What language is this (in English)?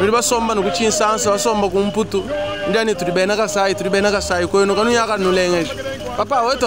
Luba-Lulua